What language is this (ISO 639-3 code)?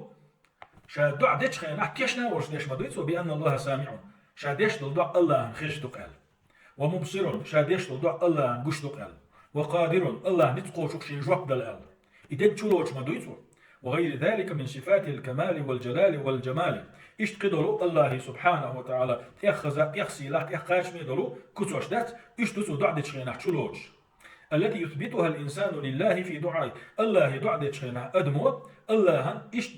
che